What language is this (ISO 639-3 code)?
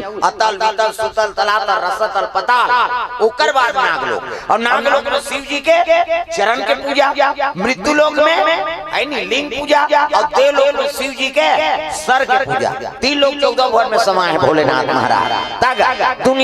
hne